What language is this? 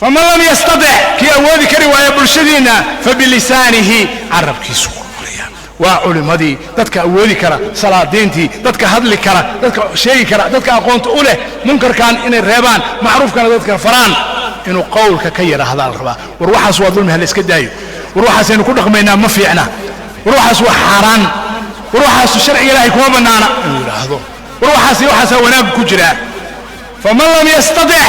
Somali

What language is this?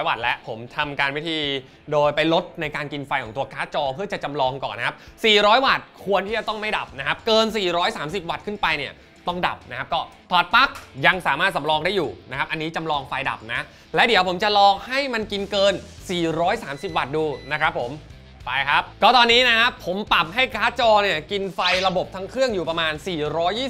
Thai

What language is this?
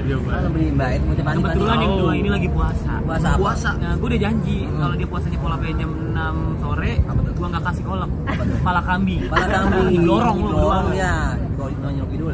Betawi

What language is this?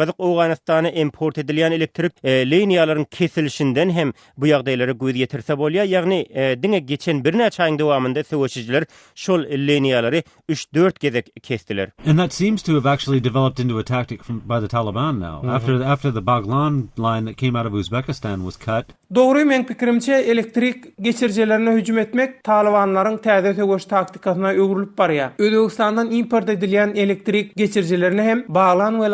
Turkmen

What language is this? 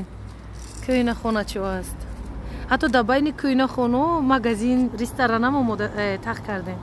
Tajik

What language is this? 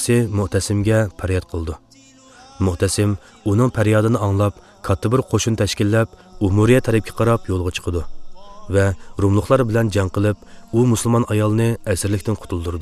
Uyghur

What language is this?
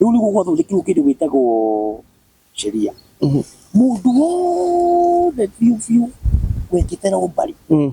Kikuyu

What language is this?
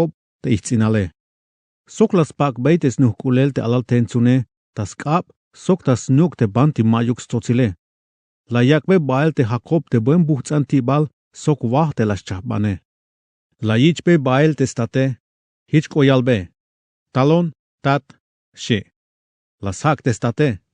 Tzeltal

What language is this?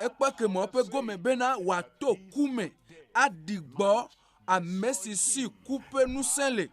Ewe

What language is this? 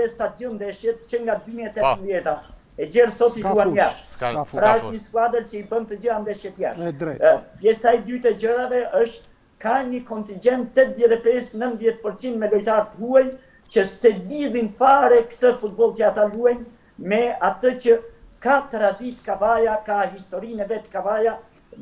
Albanian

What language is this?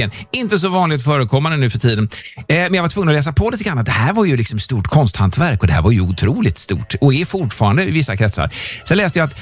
Swedish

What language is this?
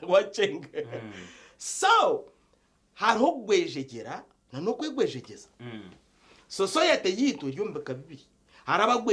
Nyankole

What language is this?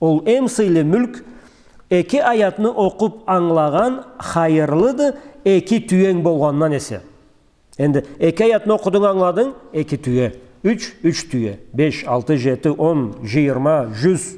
Karachay-Balkar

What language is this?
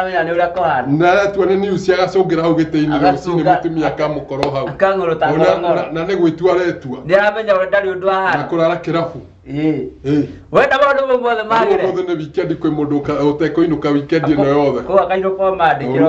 Kikuyu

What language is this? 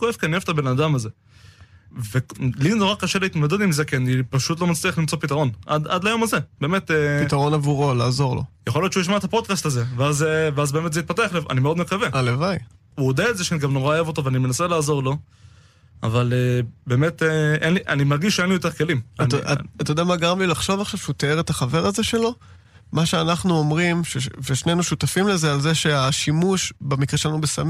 Hebrew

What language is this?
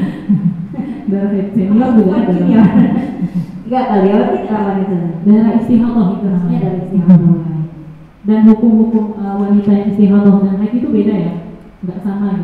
Indonesian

